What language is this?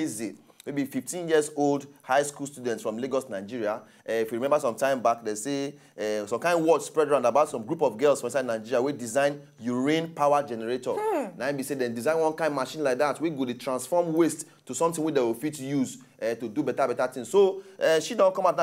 Nigerian Pidgin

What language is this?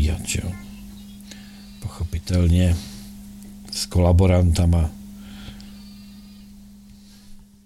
Czech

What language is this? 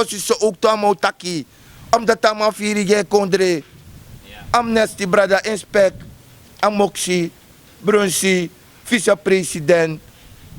Sranan Tongo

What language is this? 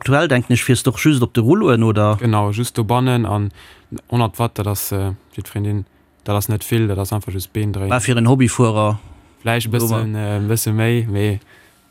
Luxembourgish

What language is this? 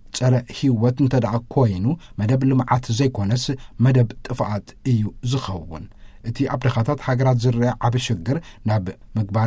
Tigrinya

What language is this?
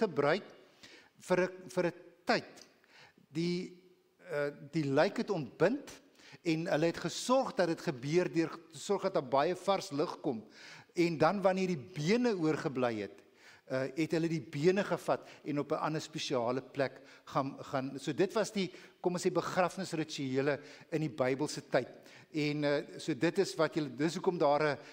Afrikaans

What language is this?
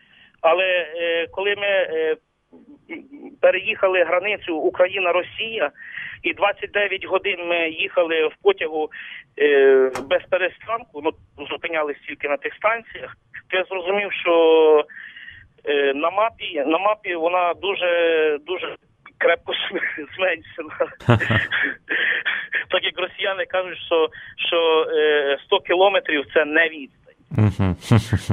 Ukrainian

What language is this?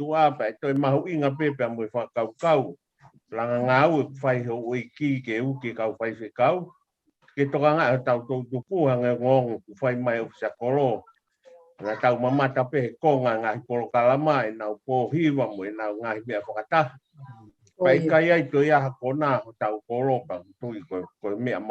Tongan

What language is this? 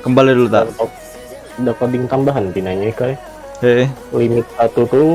Banjar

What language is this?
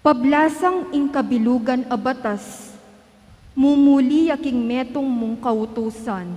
Pampanga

